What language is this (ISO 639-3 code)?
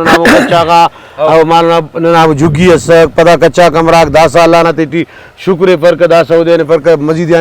brh